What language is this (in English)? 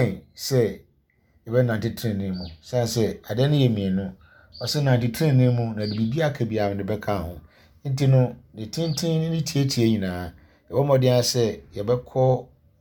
Akan